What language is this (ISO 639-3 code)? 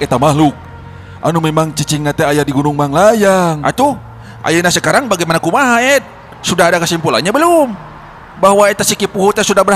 sun